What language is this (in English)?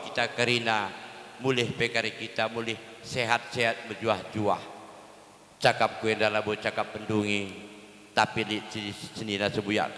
Batak Karo